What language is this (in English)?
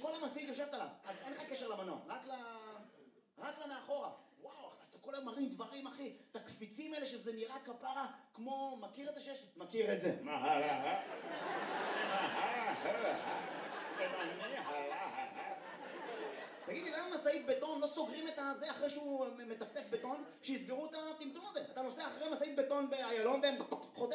Hebrew